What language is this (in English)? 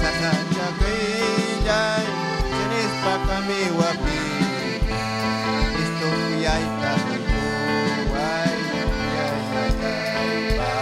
Ayacucho Quechua